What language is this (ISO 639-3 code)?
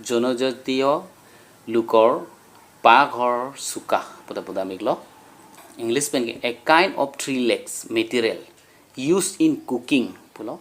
mjw